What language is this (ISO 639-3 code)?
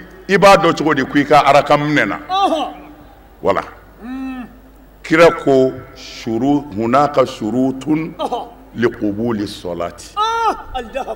bam